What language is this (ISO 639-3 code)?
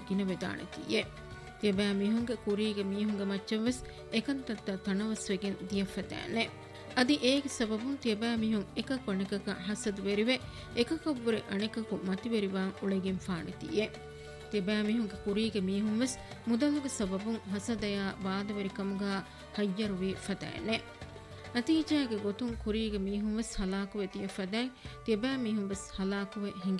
div